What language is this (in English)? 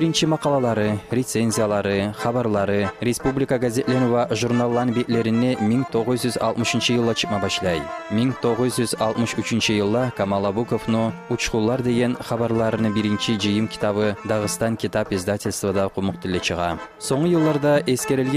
Kumyk